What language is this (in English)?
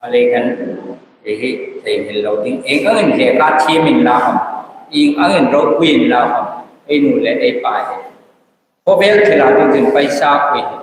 Hmar